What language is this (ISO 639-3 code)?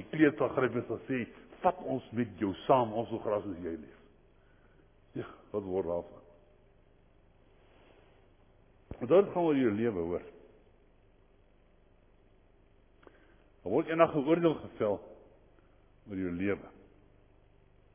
afr